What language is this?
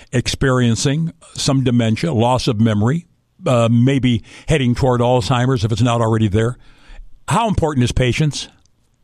English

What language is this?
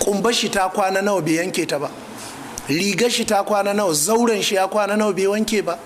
Hausa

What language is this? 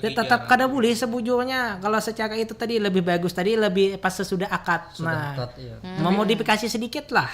Banjar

